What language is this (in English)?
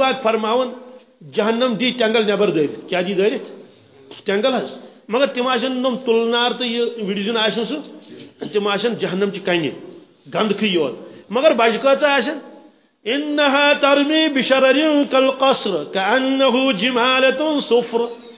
Kashmiri